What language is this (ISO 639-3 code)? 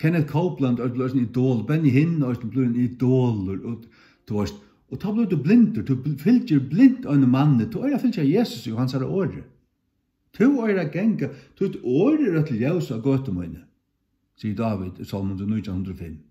fao